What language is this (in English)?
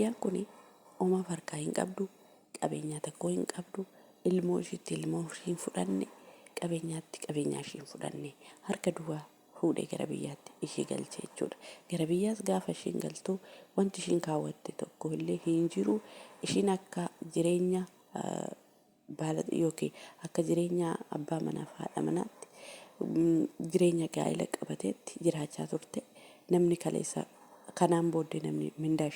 Oromo